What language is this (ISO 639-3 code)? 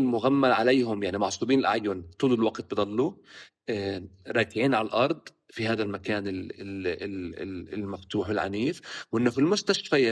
apc